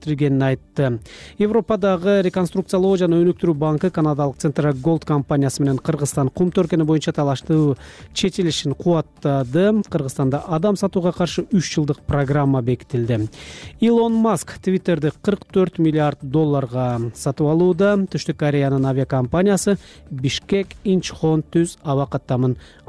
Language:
Kyrgyz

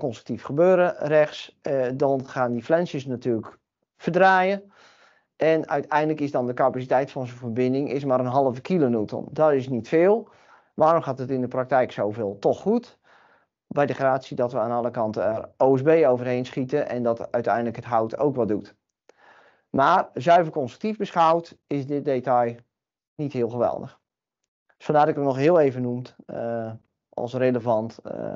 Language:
Dutch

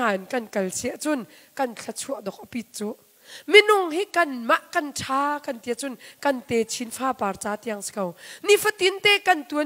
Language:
Hakha Chin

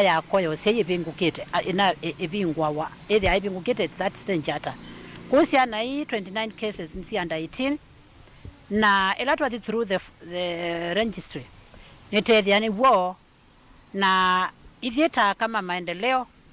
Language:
Kamba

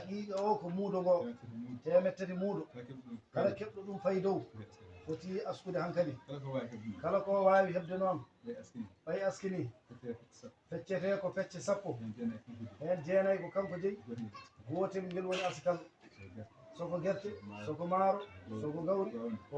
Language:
Fula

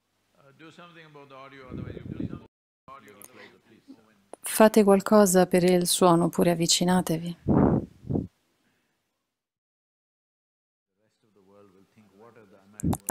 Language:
Italian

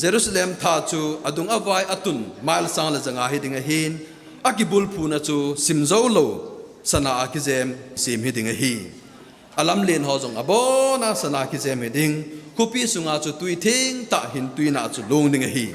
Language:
Thado Chin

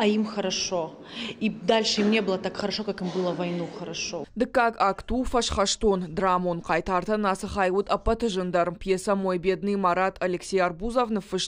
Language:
Ossetic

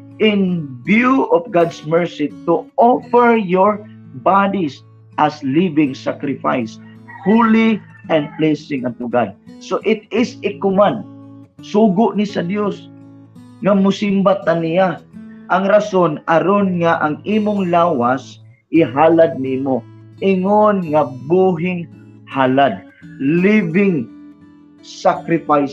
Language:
Cebuano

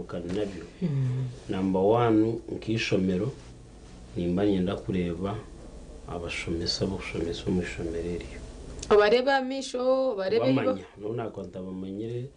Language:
Nyankole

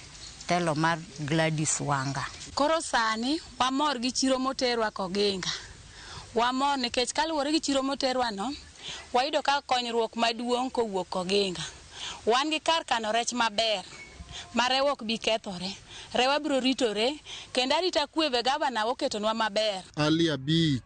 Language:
Luo (Kenya and Tanzania)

